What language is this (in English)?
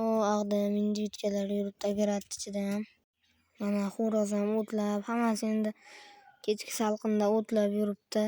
Uzbek